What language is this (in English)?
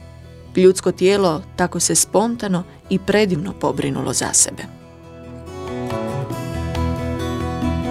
Croatian